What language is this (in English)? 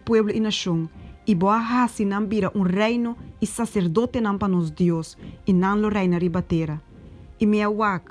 Papiamento